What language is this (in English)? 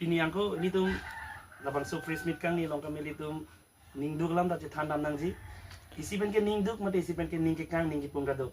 Karbi